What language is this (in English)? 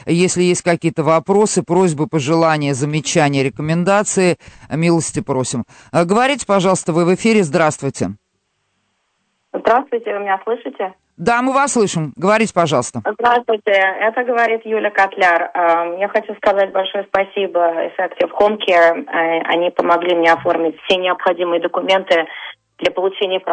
Russian